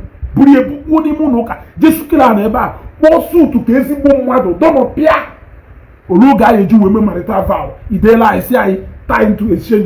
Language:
Igbo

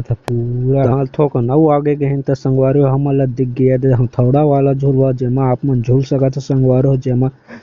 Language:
Chhattisgarhi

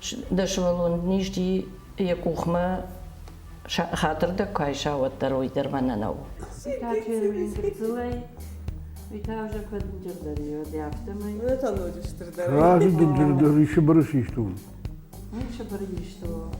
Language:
Ossetic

